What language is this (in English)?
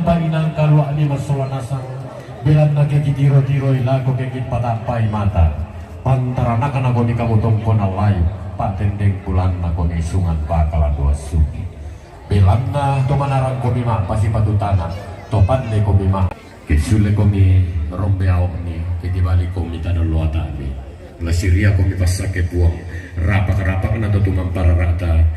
Toraja-Sa'dan